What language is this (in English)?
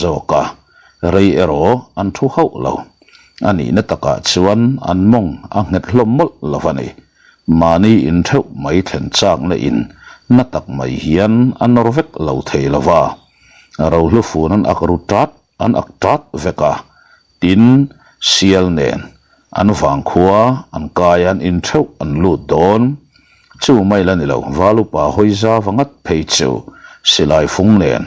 Mizo